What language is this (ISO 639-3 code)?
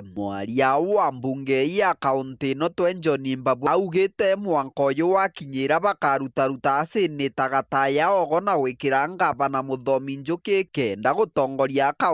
mer